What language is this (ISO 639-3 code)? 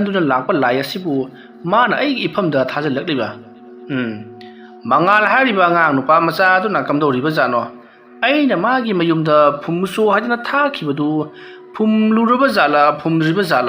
mni